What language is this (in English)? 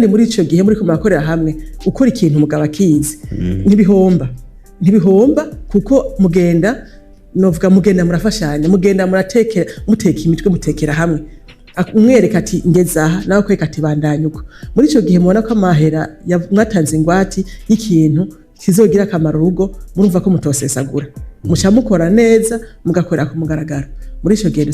Rundi